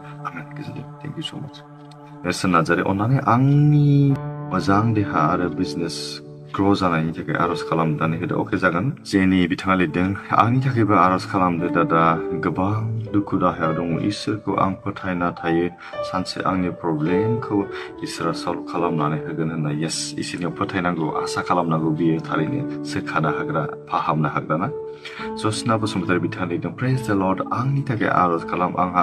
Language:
Bodo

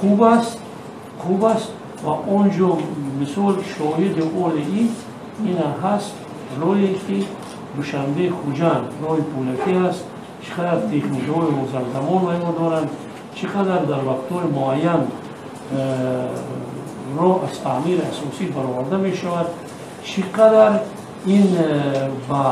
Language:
Tajik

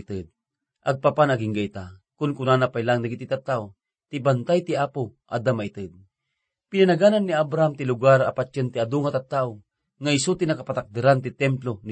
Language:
Iloko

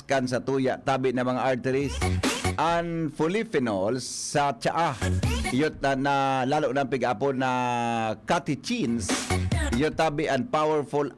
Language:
Bikol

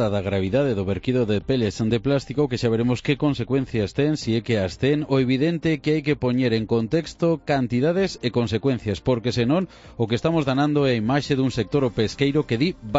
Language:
Galician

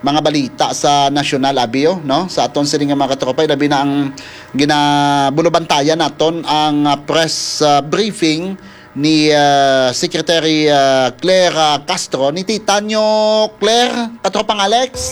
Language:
Hiligaynon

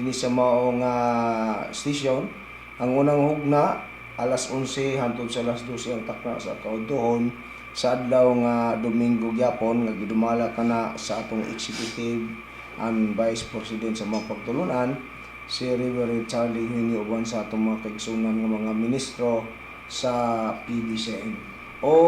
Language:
Cebuano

